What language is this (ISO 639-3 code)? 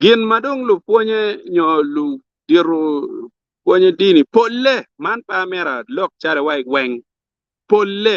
ach